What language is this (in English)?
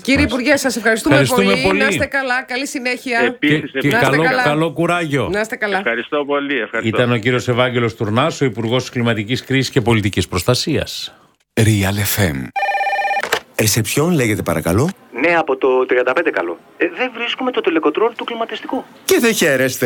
Greek